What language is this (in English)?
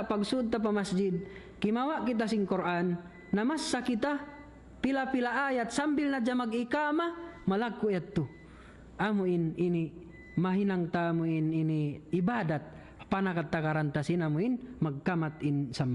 Tausug